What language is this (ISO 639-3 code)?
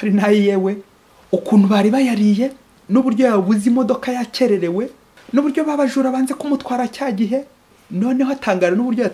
kin